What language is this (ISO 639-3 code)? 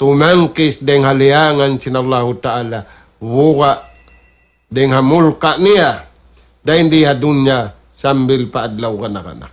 tsg